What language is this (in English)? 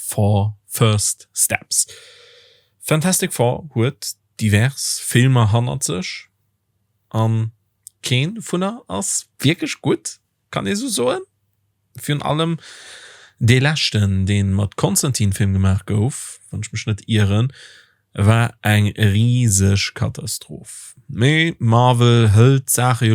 Luxembourgish